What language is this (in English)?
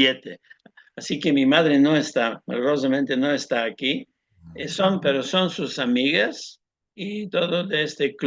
Ladino